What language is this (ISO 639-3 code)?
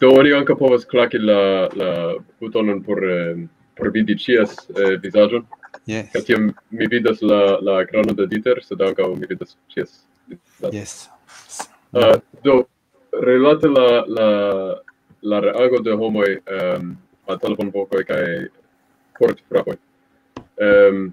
epo